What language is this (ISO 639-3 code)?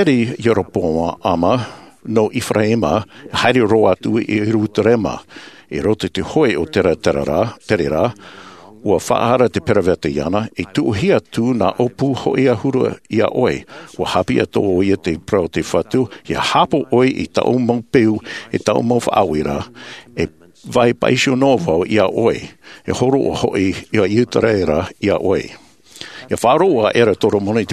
tah